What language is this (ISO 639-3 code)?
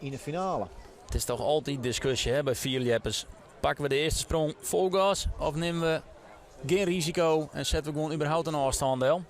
fry